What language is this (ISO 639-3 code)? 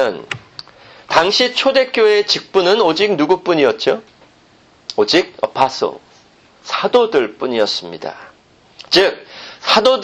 kor